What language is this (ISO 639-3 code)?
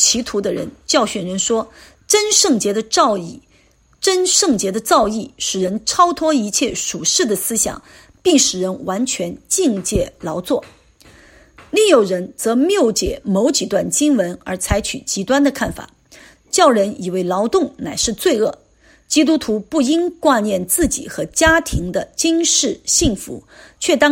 zho